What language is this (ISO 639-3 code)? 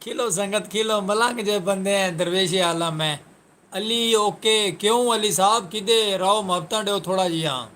skr